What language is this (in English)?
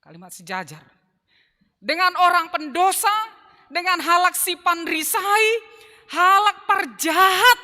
Batak Simalungun